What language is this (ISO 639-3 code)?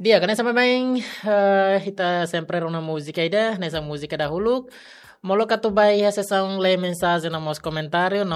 tet